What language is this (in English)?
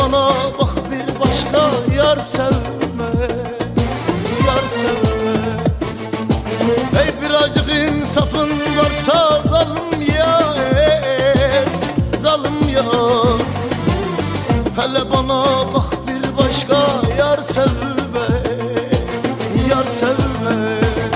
Turkish